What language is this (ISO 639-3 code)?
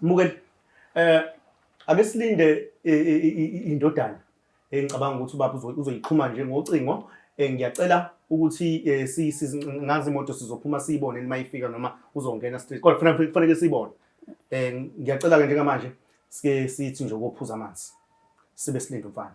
zul